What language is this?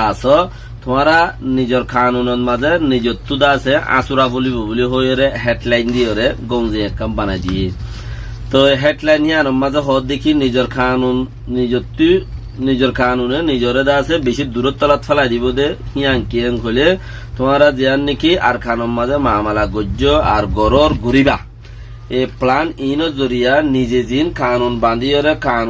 Rohingya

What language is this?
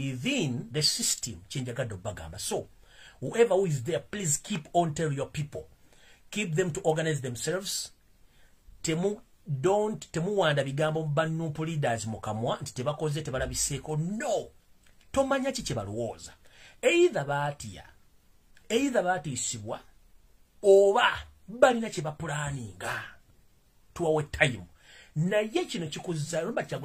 Ganda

